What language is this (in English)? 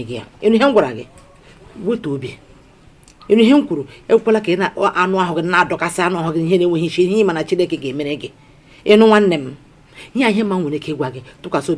Igbo